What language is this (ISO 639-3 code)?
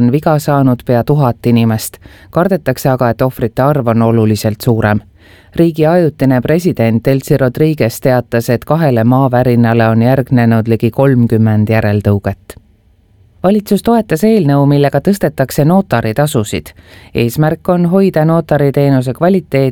est